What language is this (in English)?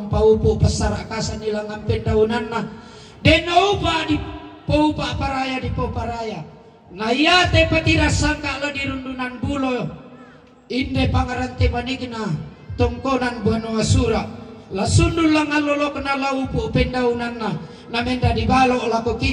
Toraja-Sa'dan